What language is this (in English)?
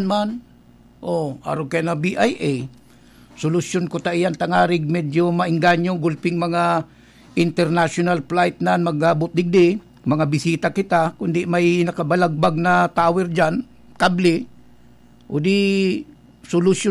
Bikol